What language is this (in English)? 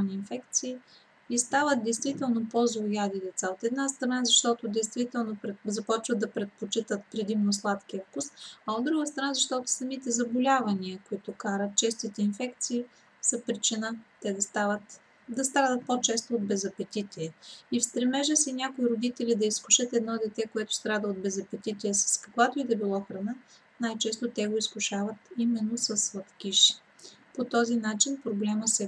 Bulgarian